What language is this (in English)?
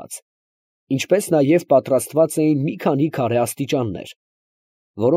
Armenian